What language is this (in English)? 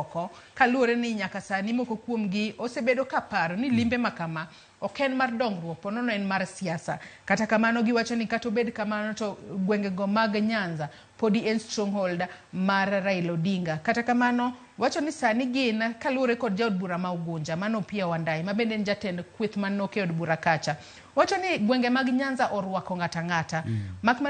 Luo (Kenya and Tanzania)